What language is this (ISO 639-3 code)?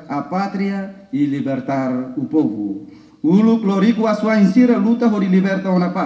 tet